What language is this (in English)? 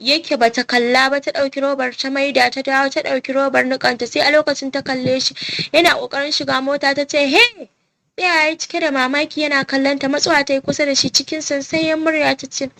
Hausa